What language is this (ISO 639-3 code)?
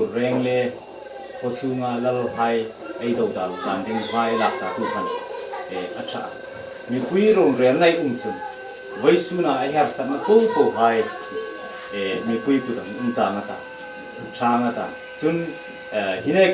hmr